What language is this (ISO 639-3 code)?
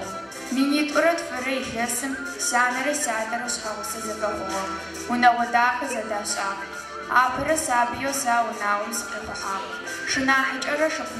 ady